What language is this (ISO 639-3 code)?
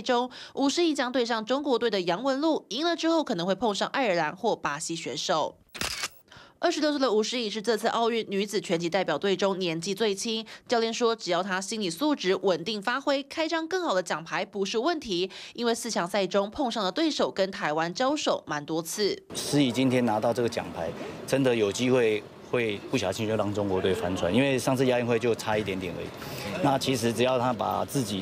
zho